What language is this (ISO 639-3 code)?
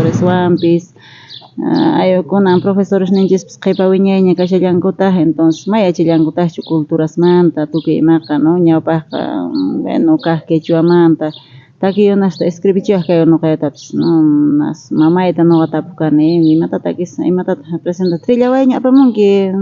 quh